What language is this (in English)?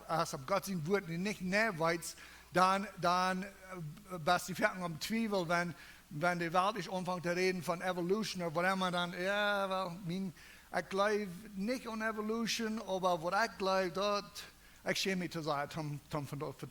Plautdietsch